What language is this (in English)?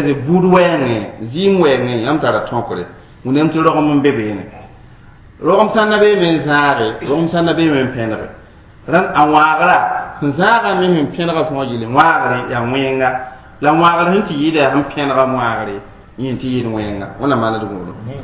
Mossi